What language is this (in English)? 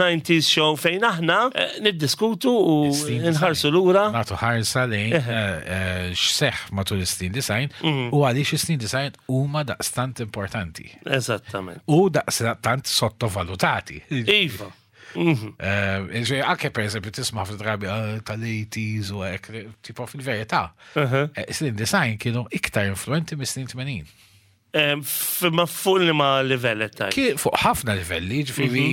Maltese